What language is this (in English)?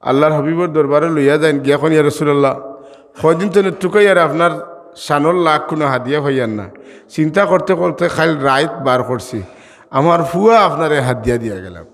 Sylheti